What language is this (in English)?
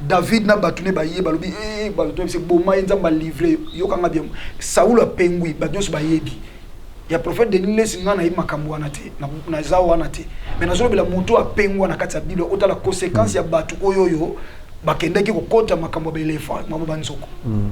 Lingala